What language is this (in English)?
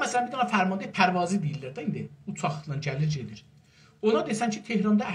South Azerbaijani